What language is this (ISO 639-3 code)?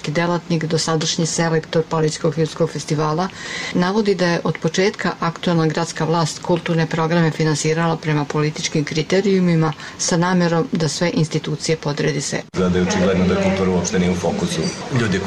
srp